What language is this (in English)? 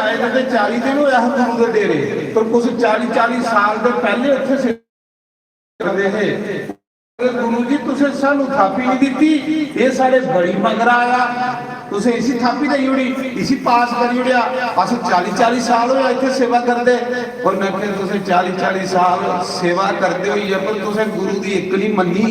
Dogri